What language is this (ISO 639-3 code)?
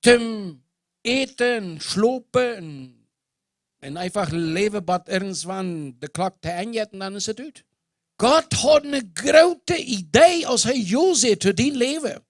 pdt